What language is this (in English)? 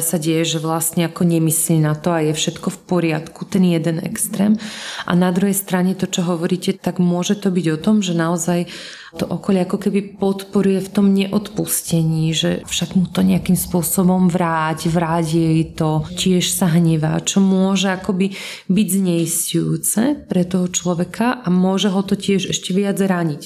Slovak